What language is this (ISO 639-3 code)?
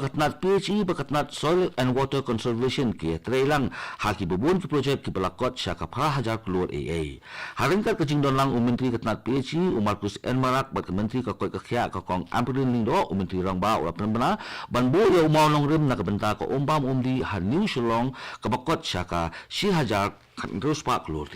kha